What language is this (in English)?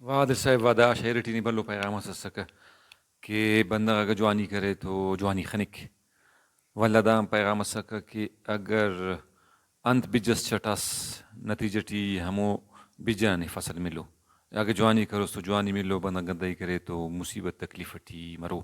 Brahui